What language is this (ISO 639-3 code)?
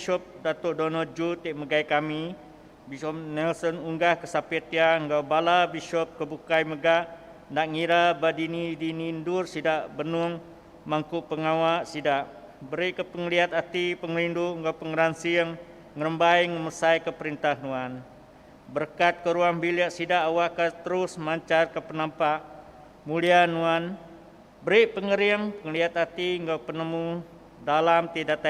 iba